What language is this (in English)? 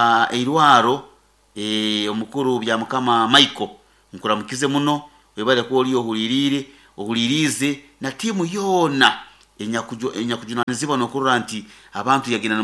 Nyoro